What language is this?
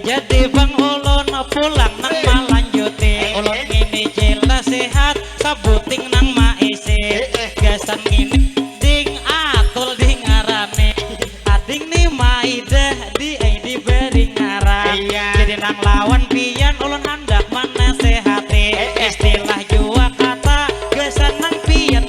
Banjar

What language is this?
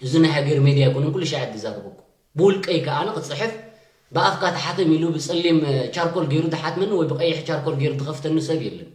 Tigrinya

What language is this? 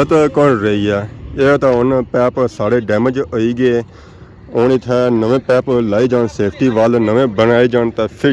Pahari-Potwari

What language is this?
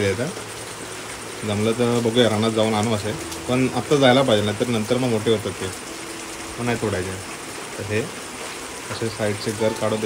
Marathi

